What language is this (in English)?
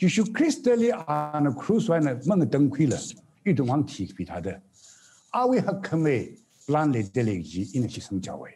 Tangkhul Naga (India)